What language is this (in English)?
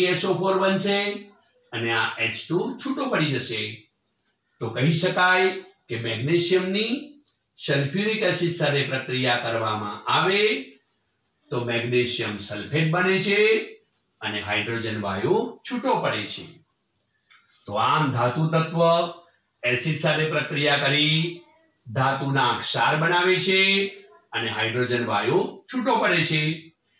Gujarati